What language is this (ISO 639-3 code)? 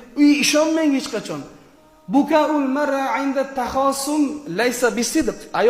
uzb